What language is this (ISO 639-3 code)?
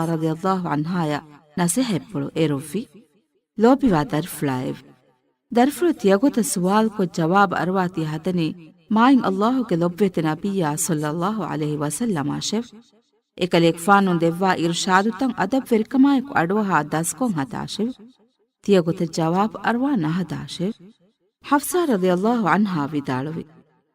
div